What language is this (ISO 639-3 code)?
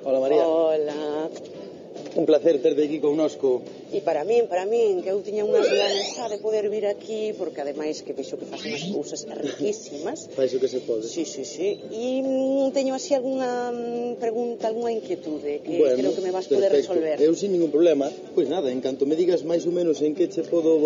glg